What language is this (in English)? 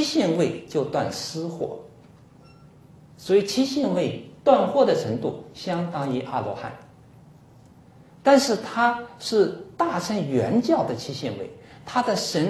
Chinese